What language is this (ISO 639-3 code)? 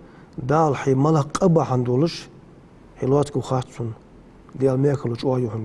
inh